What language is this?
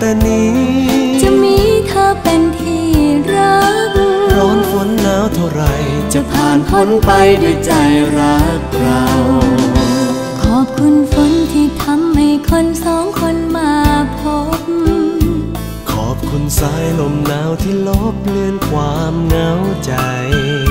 Thai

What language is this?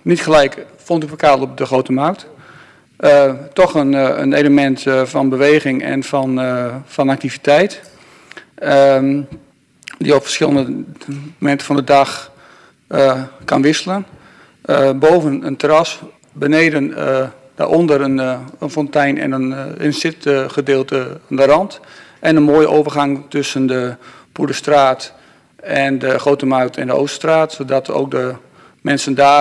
Dutch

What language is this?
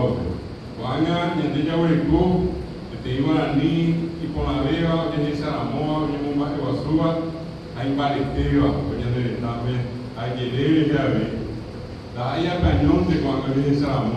Guarani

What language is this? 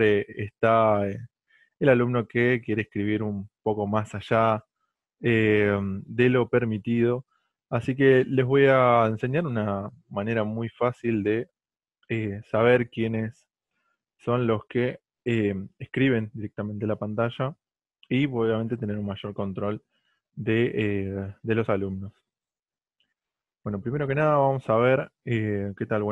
Spanish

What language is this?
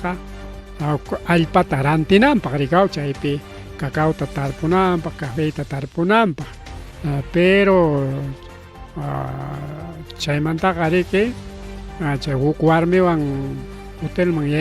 Ayacucho Quechua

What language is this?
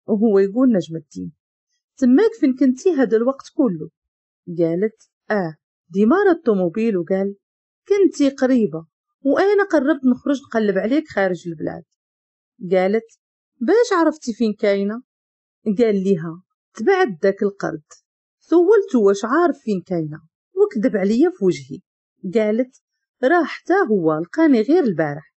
Moroccan Arabic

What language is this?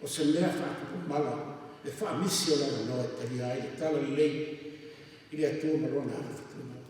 Samoan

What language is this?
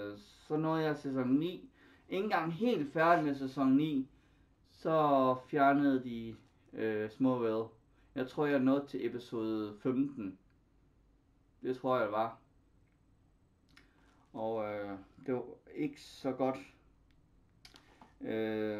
Danish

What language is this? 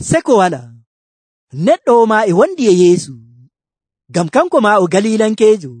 Nigerian Fulfulde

